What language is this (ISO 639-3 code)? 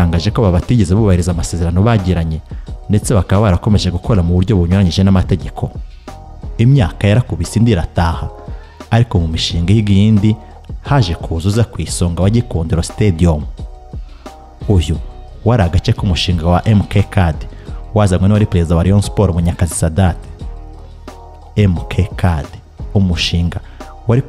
kin